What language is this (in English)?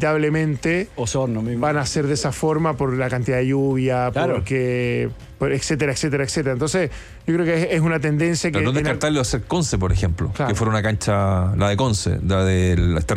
Spanish